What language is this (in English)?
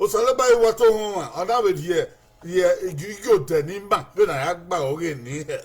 Bini